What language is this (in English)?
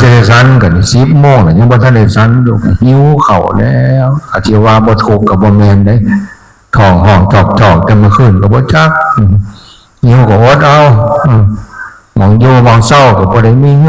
Northeastern Thai